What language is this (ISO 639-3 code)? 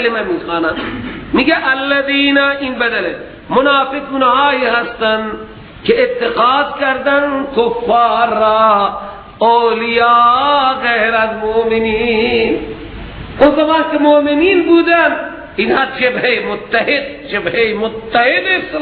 fas